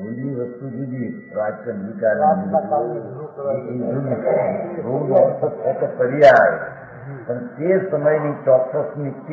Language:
Gujarati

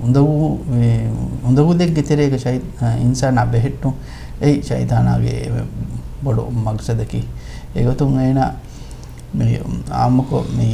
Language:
Divehi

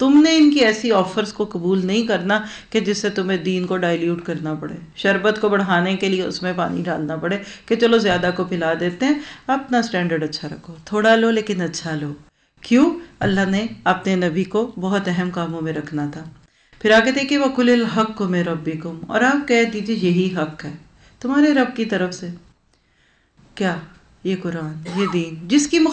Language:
Urdu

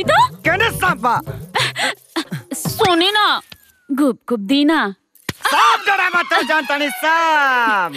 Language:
Bhojpuri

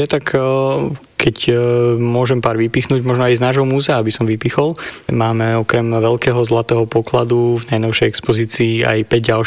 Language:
Slovak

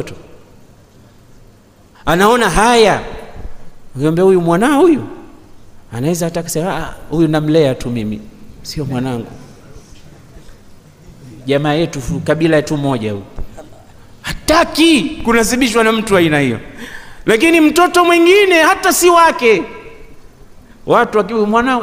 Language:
Swahili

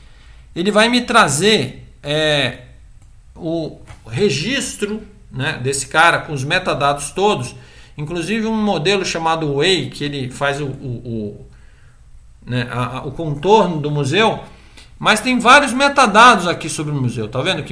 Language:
Portuguese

